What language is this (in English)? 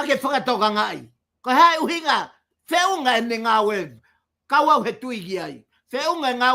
Tongan